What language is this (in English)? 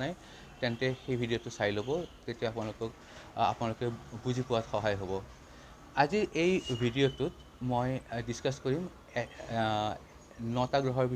Assamese